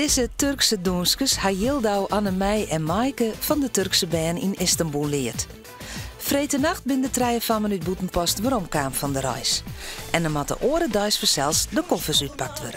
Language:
Western Frisian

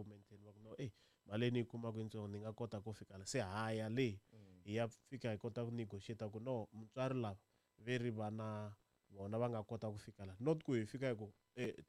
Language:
Tsonga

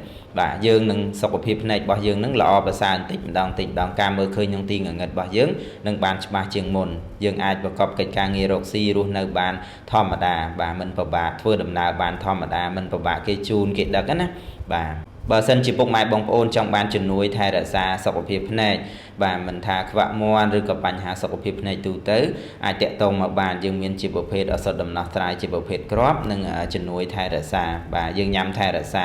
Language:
Khmer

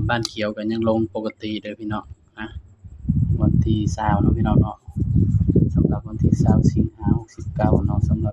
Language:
Northeastern Thai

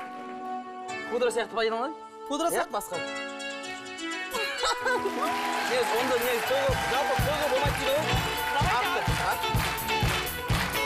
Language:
Kazakh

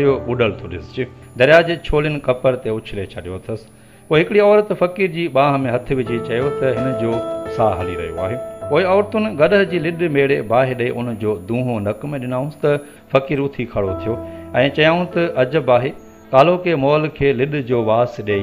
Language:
Sindhi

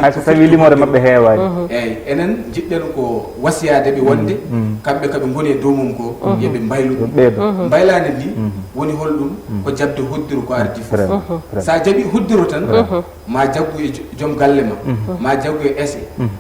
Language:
Fula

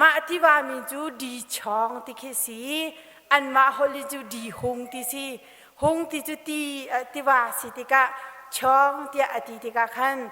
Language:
Hakha Chin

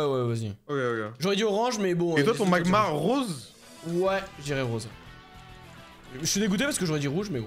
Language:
French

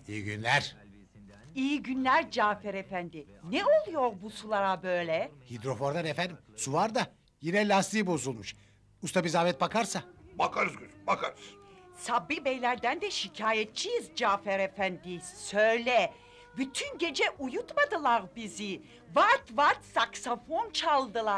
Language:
Turkish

